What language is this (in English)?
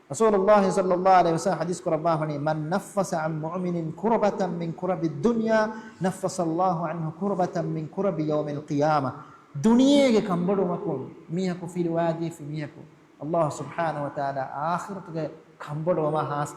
Divehi